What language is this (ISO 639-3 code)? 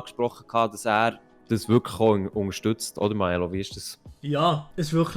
gsw